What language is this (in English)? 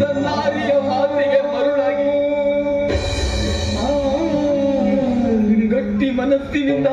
Kannada